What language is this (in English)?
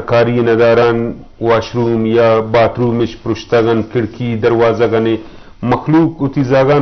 Eastern Balochi